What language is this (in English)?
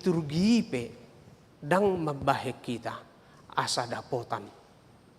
Batak Toba